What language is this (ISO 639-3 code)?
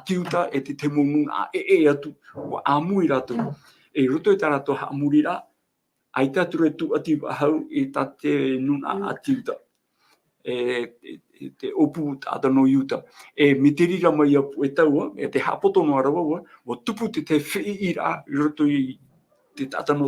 tah